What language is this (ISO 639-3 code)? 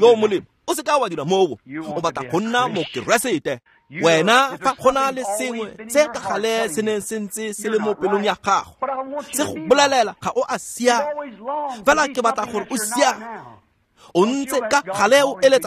tsn